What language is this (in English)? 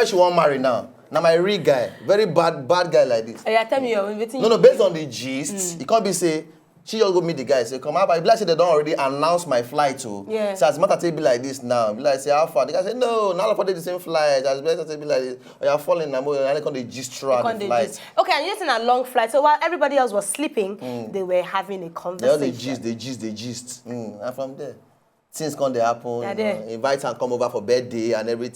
Nigerian Pidgin